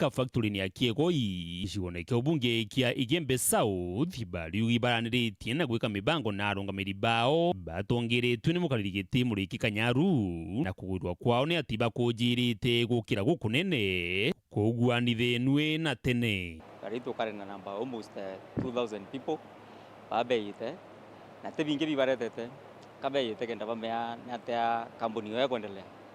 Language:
Meru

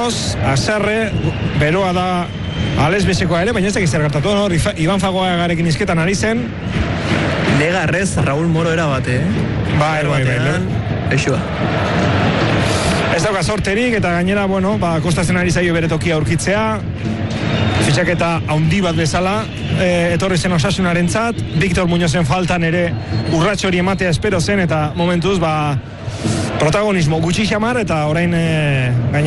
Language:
Basque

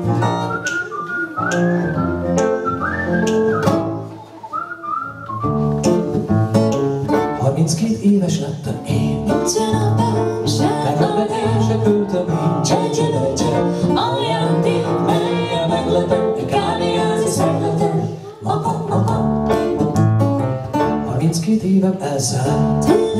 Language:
Hungarian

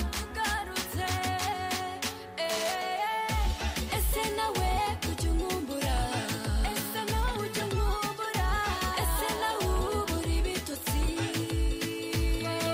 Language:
Kinyarwanda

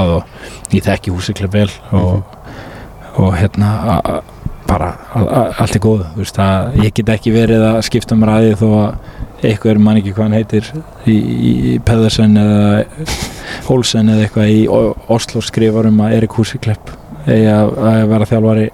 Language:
Icelandic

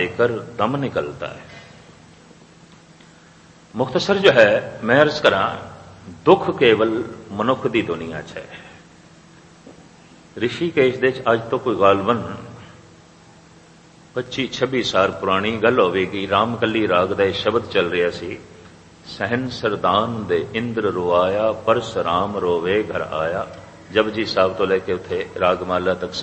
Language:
Punjabi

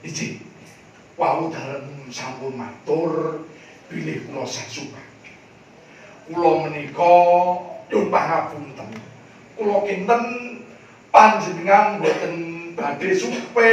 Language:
Javanese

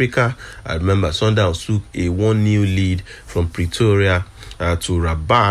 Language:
English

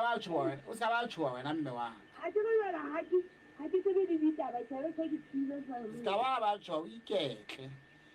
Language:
Southern Sotho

